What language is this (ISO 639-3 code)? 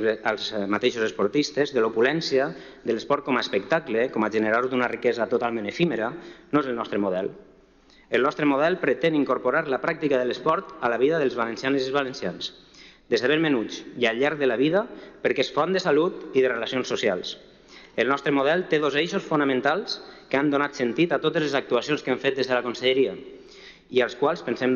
cat